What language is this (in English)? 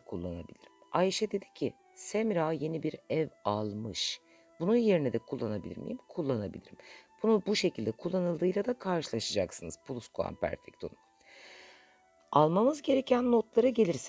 Turkish